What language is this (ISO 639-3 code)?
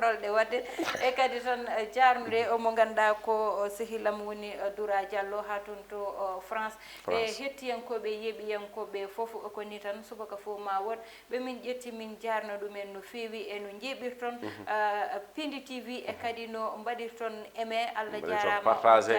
ful